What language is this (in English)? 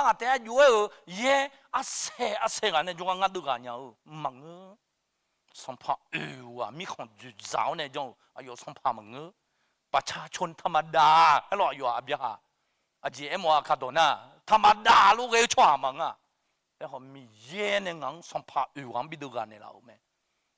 Akha